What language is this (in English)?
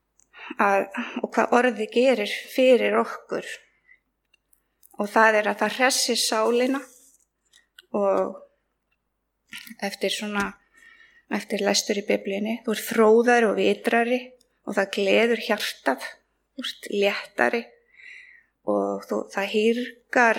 Icelandic